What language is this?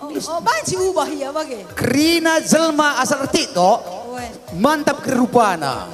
Batak Karo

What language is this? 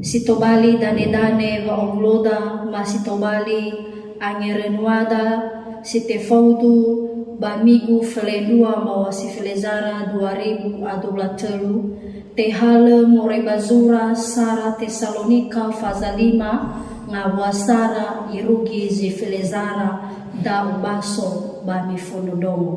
Nias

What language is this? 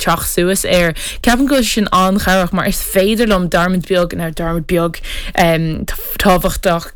Irish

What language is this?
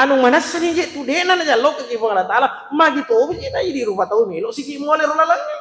Buginese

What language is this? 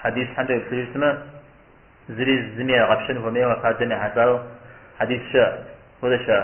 Kabardian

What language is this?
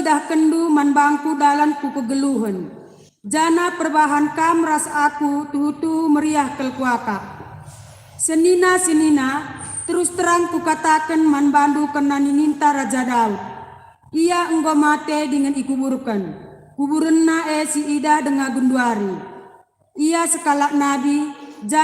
Batak Karo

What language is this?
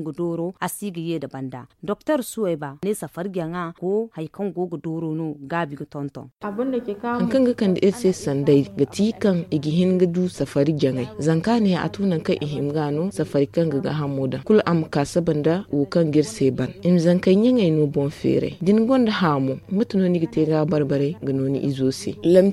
Zarma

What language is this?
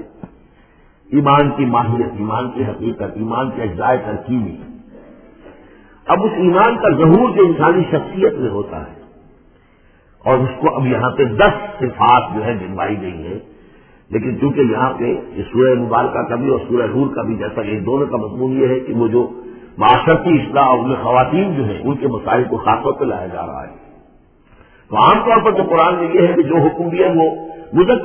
Urdu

